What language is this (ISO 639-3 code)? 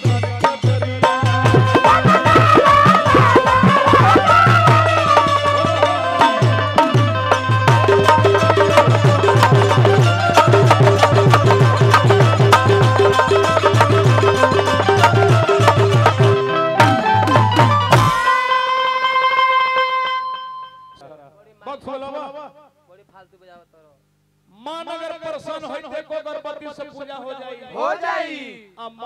bho